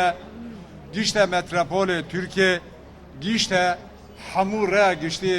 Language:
Kurdish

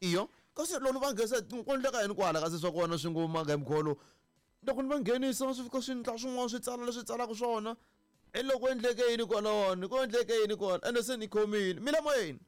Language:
Tsonga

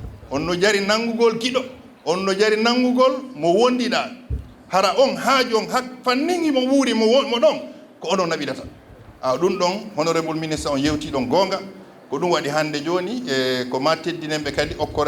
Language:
Fula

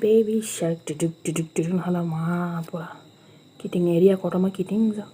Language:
Kok Borok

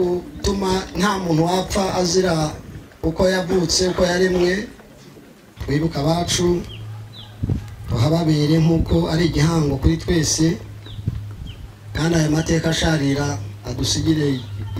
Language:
Kinyarwanda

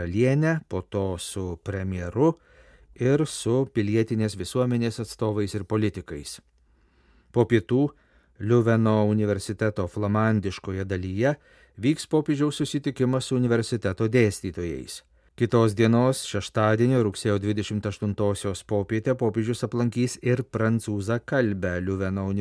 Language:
Lithuanian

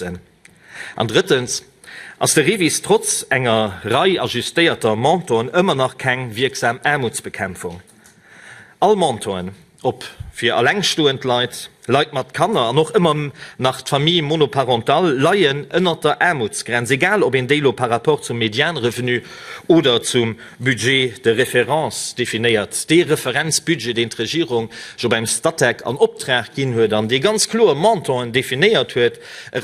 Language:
Luxembourgish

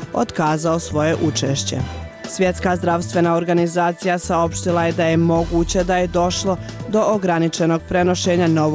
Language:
Bosnian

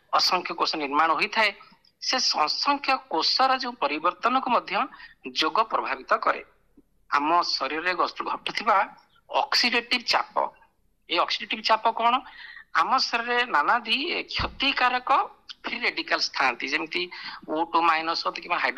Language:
Odia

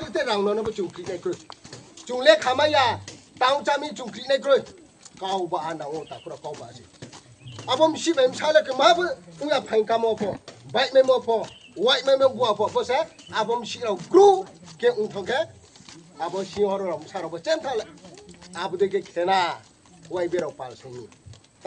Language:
Riang (India)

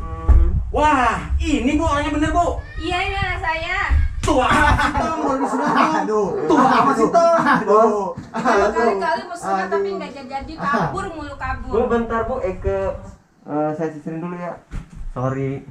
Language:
Betawi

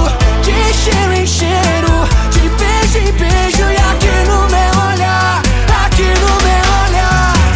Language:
Portuguese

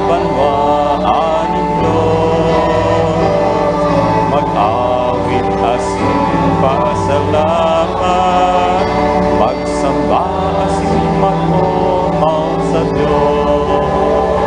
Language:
Bikol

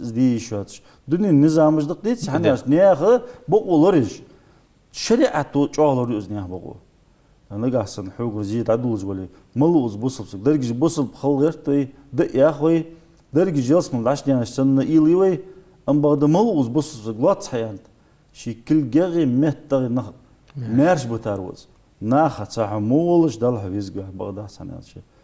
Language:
Ingush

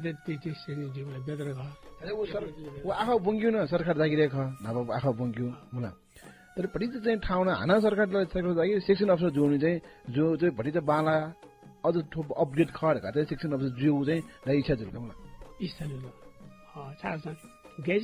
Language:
Newari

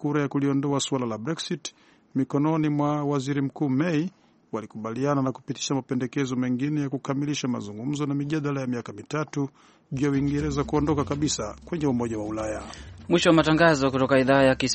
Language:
Swahili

